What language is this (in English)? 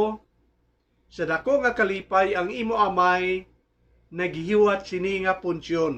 Hiligaynon